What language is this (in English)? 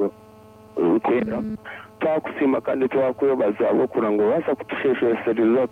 Nyoro